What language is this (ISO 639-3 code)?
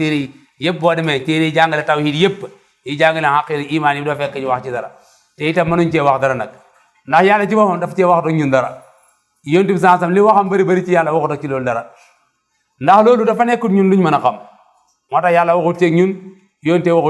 wol